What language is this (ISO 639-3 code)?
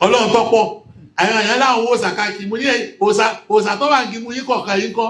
yor